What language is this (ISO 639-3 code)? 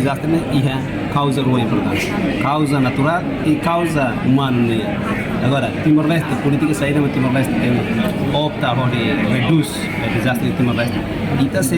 tet